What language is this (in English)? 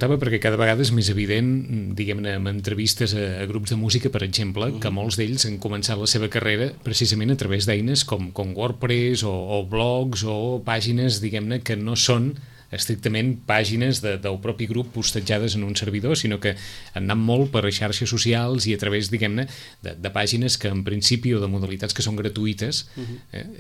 Catalan